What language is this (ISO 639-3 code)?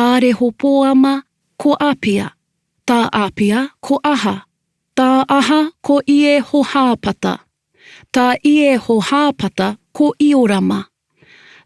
mri